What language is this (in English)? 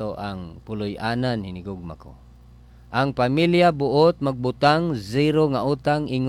Cebuano